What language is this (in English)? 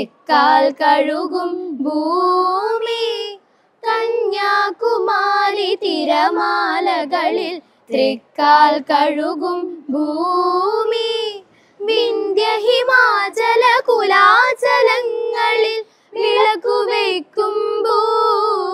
Malayalam